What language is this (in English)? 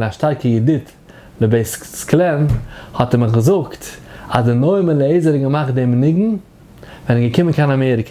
Yiddish